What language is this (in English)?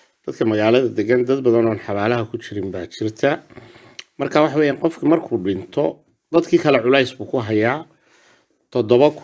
Somali